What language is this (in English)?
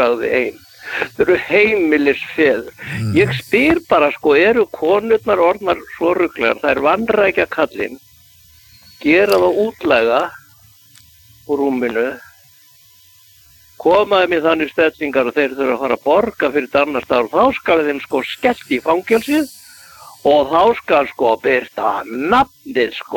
Icelandic